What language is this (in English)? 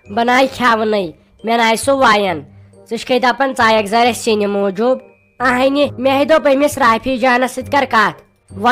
Kashmiri